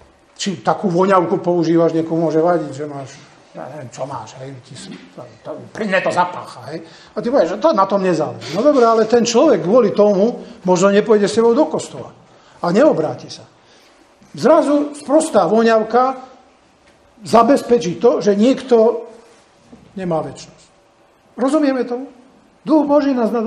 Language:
Slovak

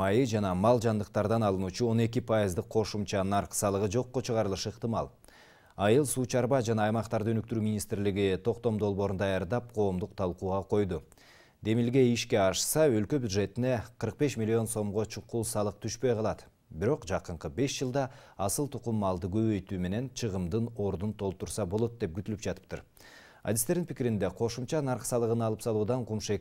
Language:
Kyrgyz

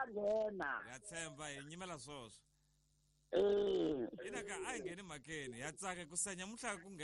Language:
Tsonga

